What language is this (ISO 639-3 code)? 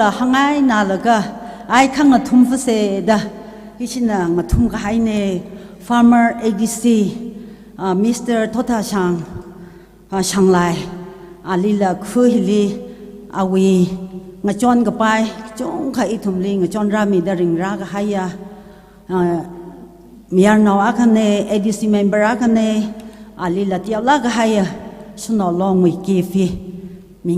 nmf